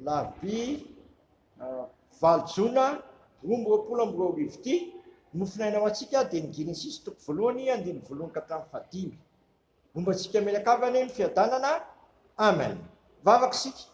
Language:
Malagasy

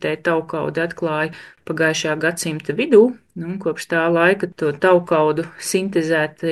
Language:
Latvian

